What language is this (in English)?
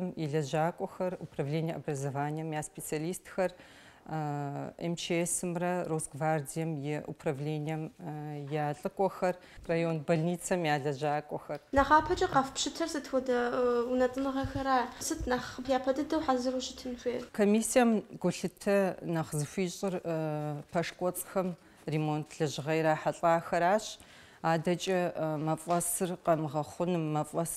Kabardian